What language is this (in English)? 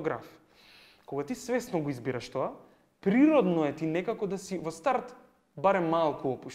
Macedonian